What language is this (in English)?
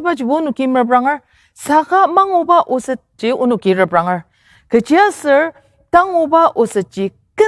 Ao Naga